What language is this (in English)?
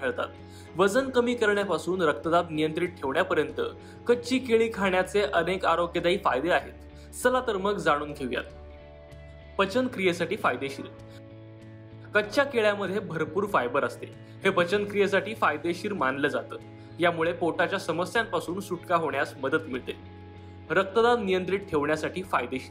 Marathi